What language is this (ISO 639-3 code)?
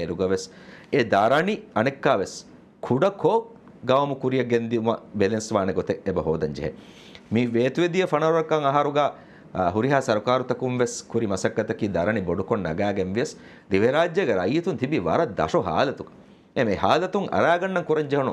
div